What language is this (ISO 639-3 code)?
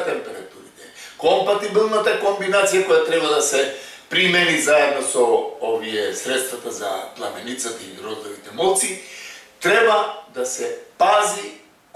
mkd